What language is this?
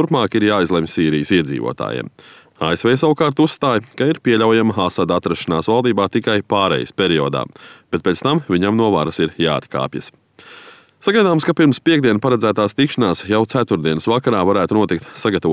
Latvian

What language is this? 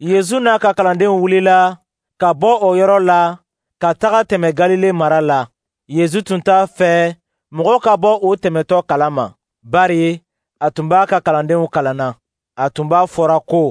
Dyula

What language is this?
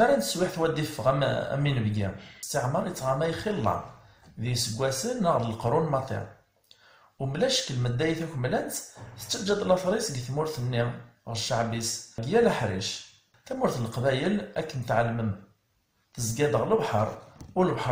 Kabyle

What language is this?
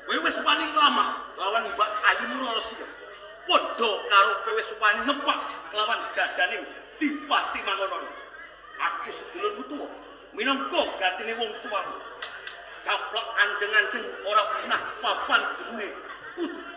Javanese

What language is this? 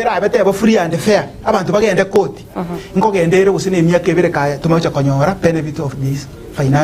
Gusii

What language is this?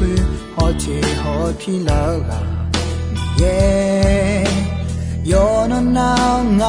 Akha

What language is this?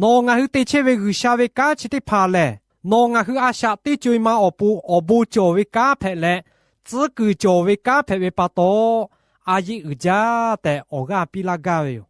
Lahu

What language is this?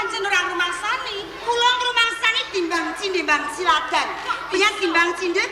Javanese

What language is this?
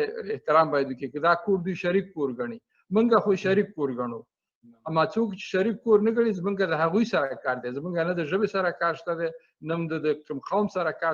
Pashto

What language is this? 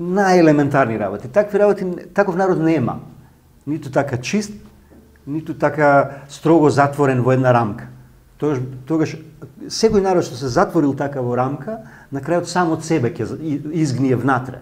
Macedonian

